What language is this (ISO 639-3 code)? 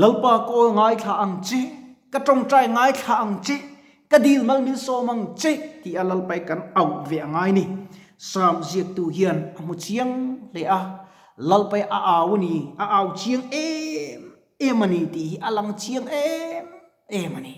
lus